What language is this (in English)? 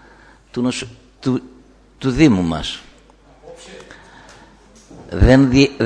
Greek